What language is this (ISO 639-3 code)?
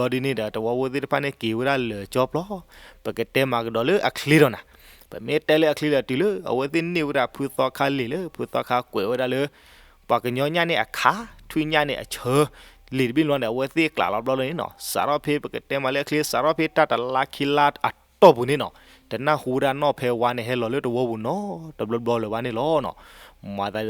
ksw